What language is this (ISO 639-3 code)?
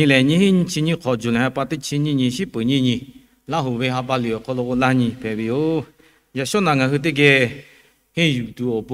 lhu